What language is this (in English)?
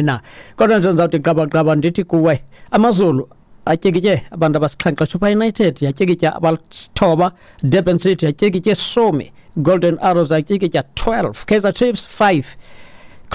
Xhosa